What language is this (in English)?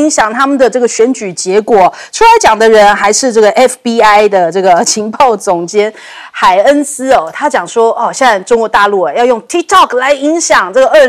Chinese